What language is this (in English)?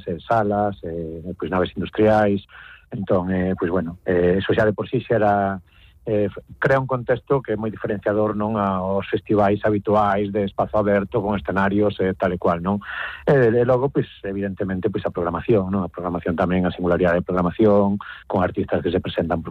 Galician